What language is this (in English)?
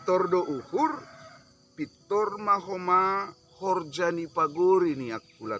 Batak Simalungun